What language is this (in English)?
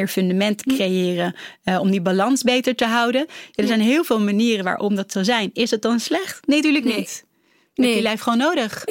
Dutch